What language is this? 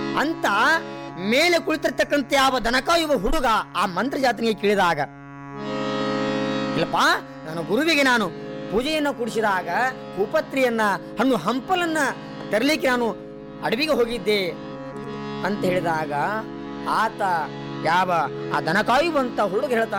Kannada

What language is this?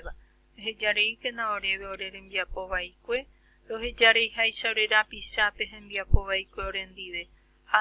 Guarani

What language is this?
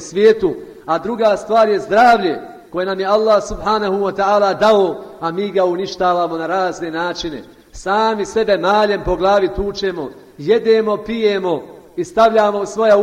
Bosnian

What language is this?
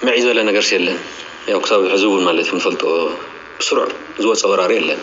Tigrinya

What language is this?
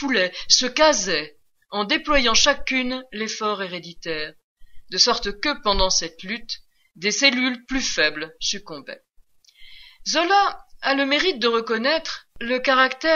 French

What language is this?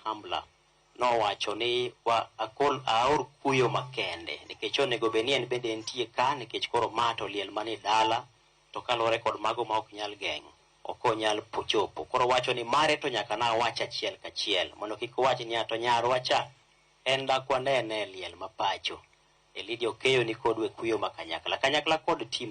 Luo (Kenya and Tanzania)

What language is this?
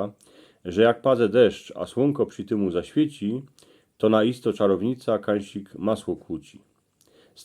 Silesian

